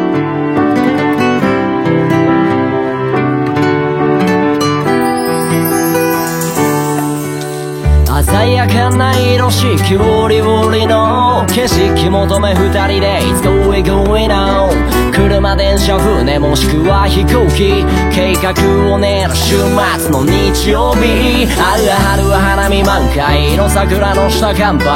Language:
Japanese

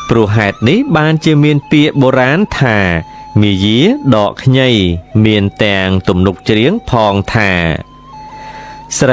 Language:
Khmer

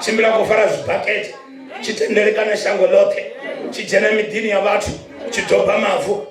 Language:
Venda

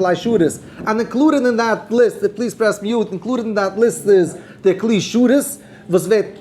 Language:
Yiddish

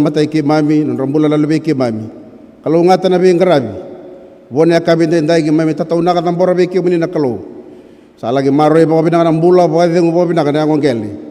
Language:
Fijian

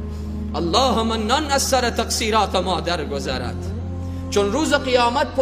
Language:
Persian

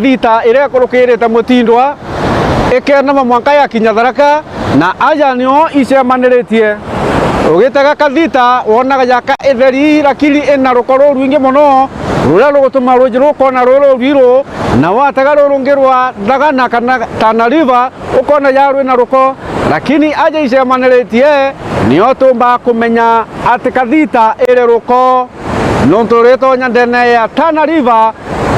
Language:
Meru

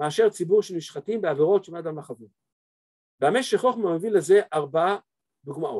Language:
Hebrew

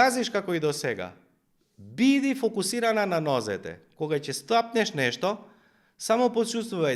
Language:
Macedonian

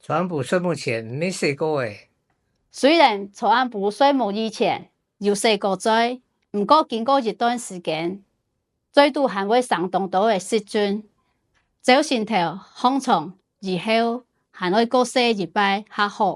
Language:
Hakka Chinese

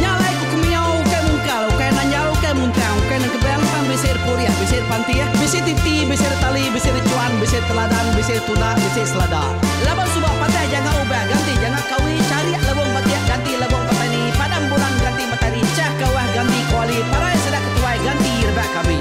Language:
Iban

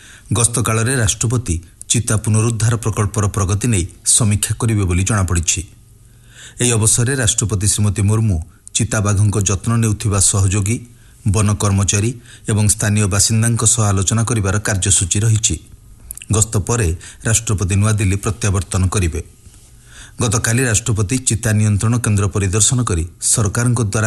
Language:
Odia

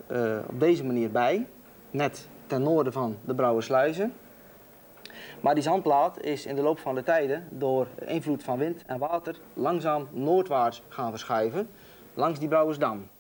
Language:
Dutch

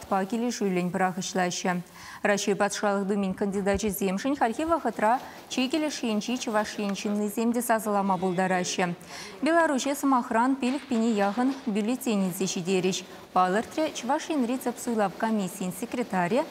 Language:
Chuvash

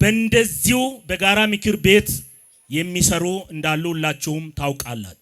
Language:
Amharic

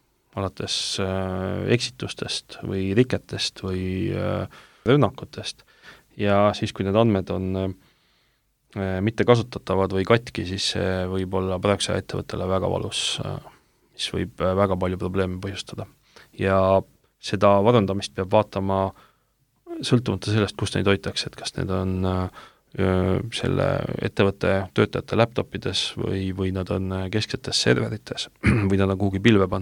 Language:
Estonian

